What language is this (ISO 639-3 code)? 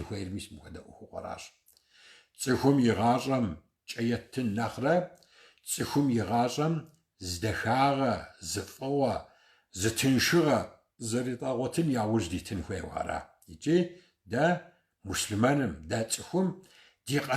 kbd